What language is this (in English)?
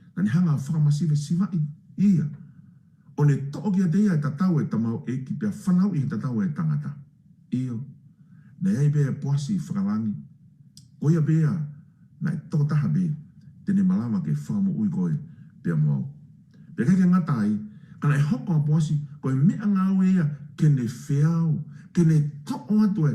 Tongan